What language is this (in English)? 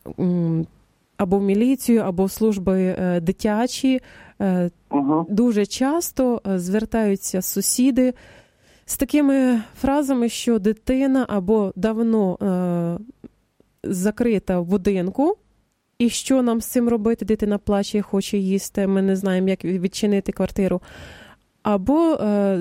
Ukrainian